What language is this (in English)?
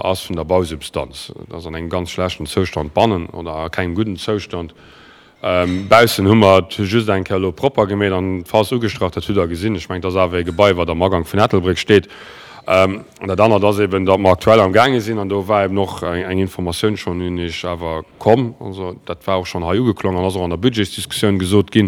Luxembourgish